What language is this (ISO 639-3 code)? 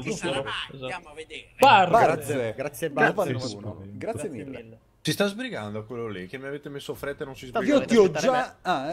ita